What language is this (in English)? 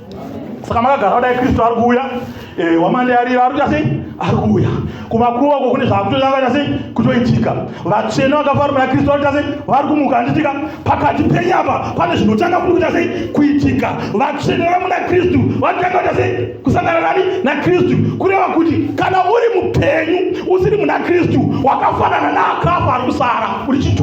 Shona